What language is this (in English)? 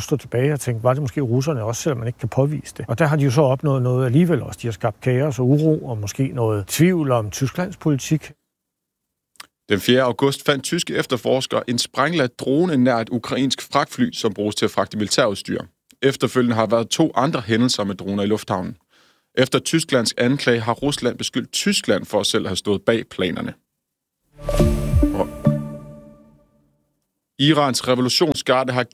Danish